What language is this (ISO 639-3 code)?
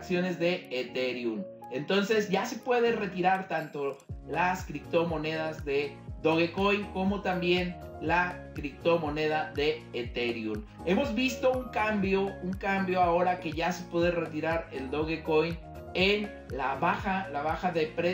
spa